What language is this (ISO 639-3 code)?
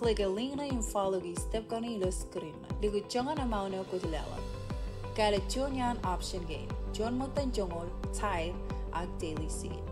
mah